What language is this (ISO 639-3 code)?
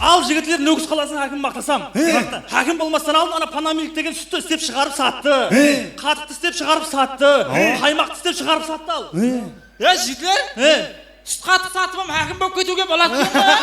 kaa